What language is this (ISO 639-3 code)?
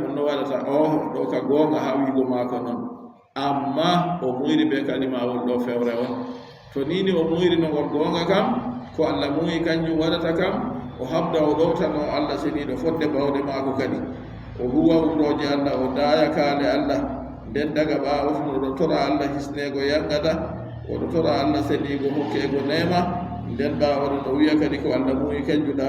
fub